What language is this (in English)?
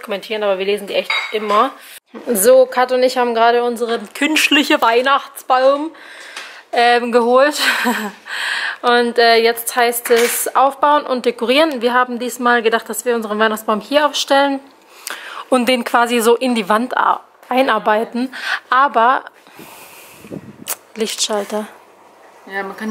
German